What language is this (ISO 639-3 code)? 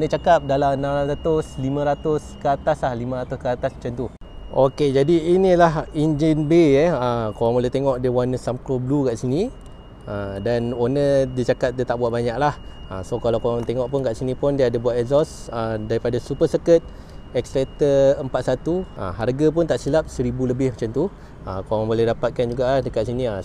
msa